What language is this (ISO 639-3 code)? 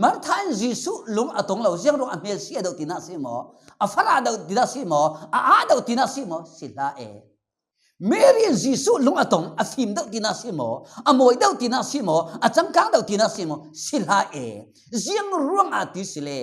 cfm